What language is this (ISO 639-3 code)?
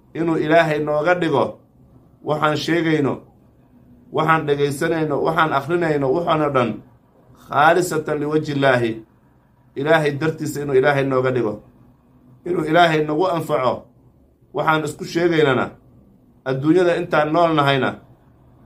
som